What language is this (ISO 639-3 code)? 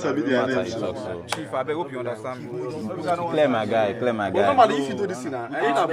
pcm